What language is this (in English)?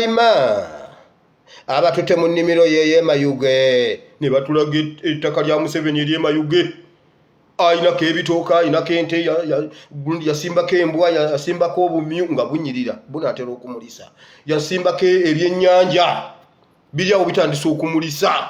Ganda